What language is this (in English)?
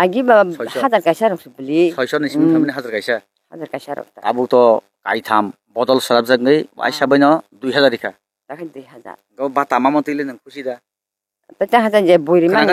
Kok Borok